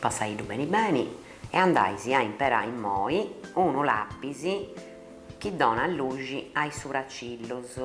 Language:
Sardinian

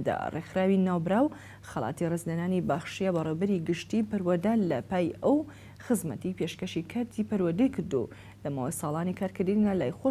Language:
Central Kurdish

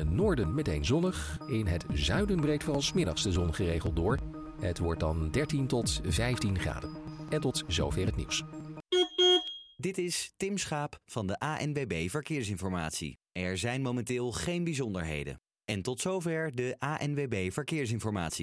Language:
Dutch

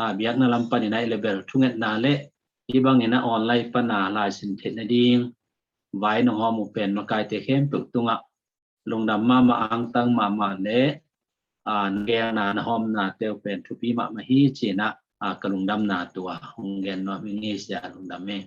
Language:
Tedim Chin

